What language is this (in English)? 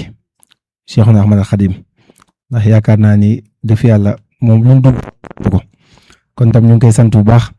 Wolof